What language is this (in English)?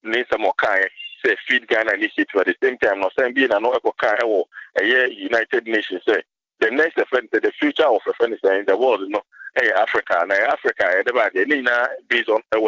Akan